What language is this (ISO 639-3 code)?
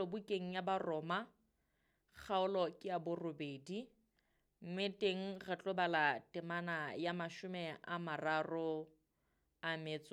sot